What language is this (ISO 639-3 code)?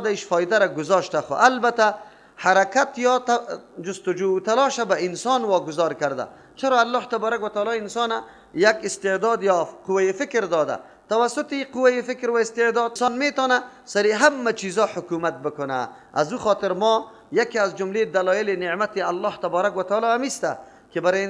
fas